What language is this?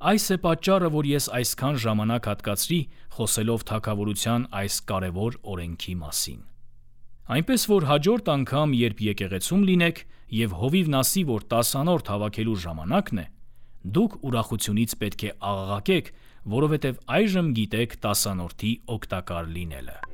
Armenian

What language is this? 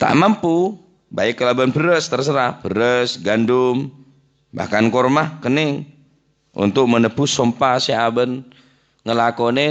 Madurese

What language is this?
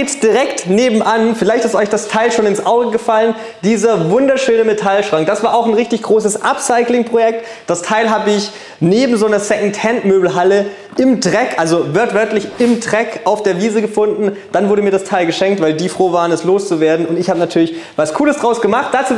German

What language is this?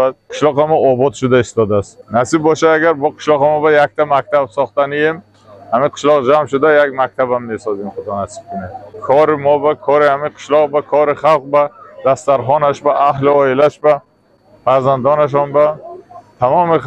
Tajik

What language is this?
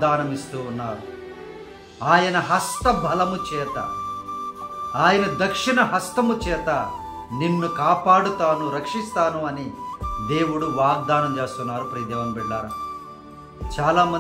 Telugu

